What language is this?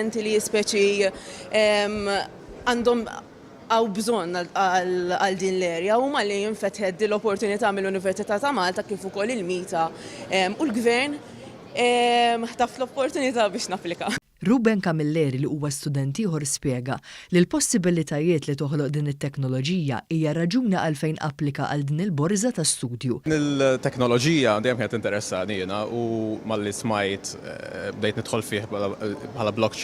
Maltese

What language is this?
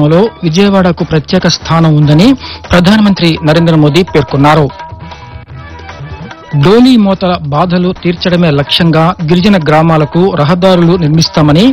Telugu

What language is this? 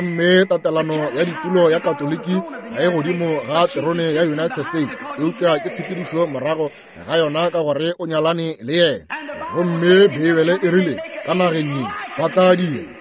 Northern Sotho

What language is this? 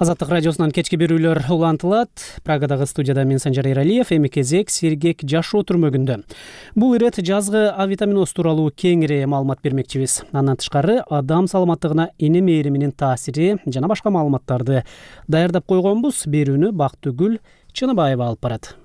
Kyrgyz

